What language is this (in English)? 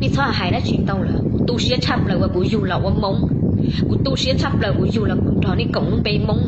Hmong